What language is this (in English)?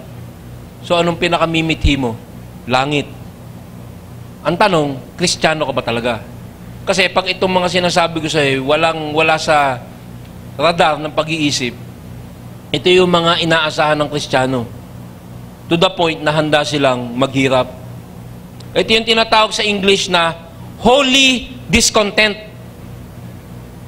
Filipino